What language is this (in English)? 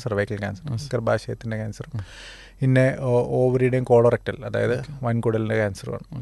Malayalam